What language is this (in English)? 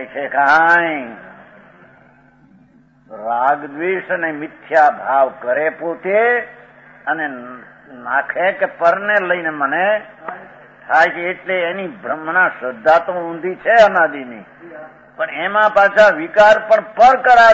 Gujarati